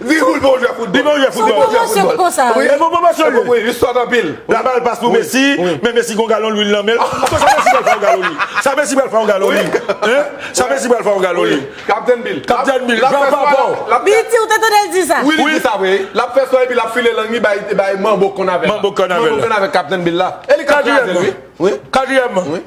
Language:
Haitian Creole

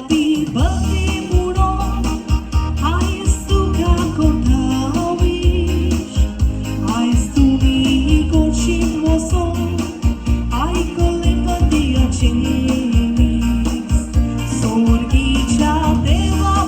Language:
Konkani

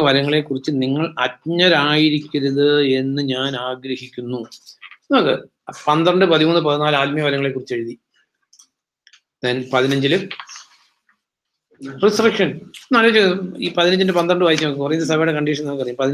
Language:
Malayalam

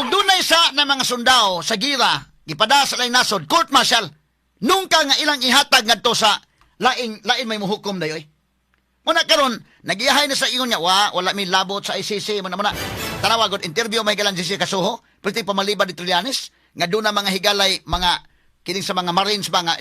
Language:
Cebuano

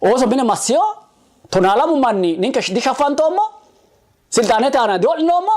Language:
Sidamo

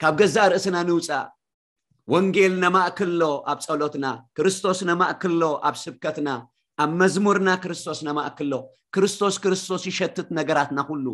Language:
Tigrinya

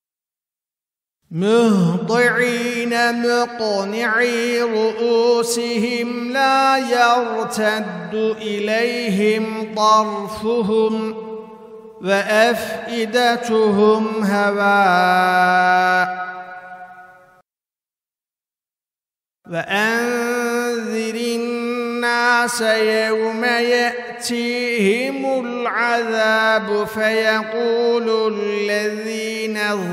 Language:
Arabic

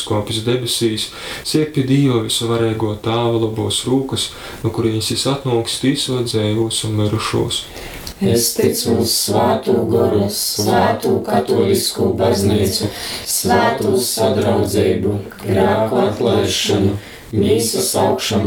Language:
Latgalian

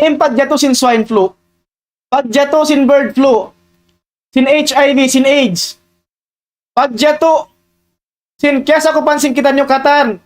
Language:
Tausug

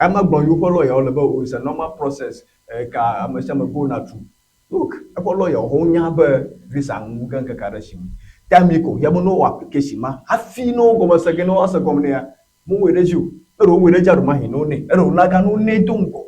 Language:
Ewe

